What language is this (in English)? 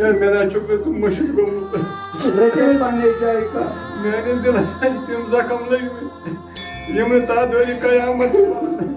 Kashmiri